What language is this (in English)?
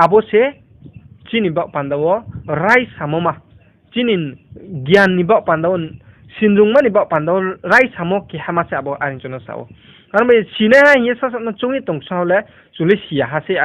Riang (India)